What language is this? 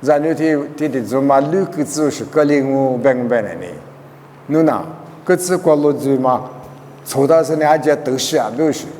Lisu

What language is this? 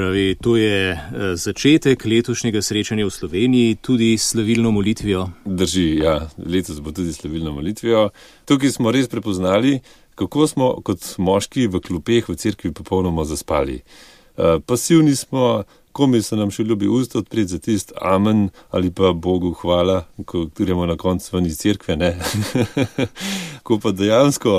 Slovenian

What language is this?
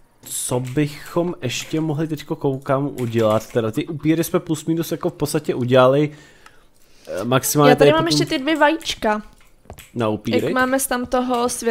Czech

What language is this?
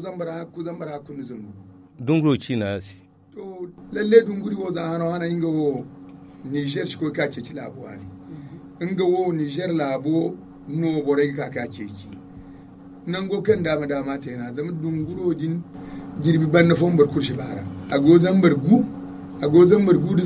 Zarma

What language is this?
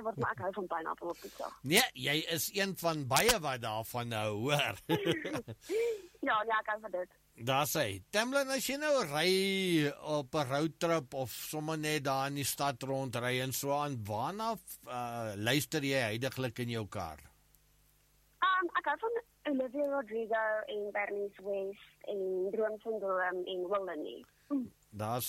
Afrikaans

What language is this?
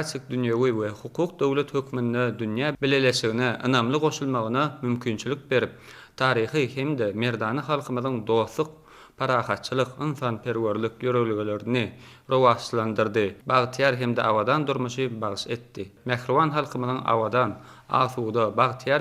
Turkmen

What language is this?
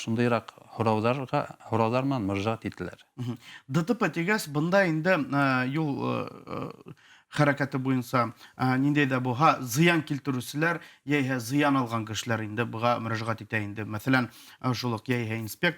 Bashkir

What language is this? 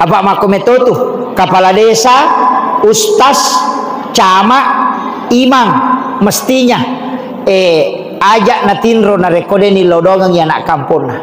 Buginese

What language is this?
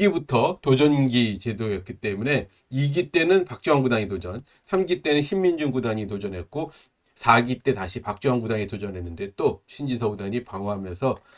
Korean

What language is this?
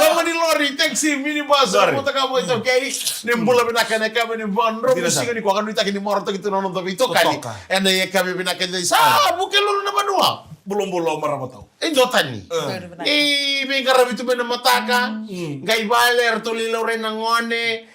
Fijian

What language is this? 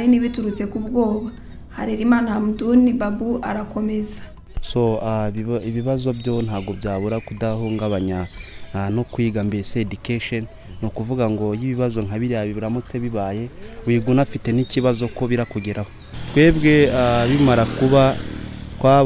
Kinyarwanda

